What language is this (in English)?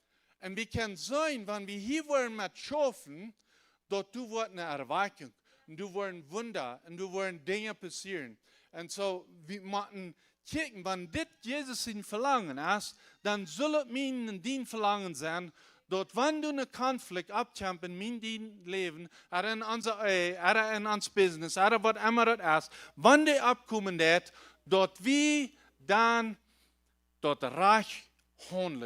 Plautdietsch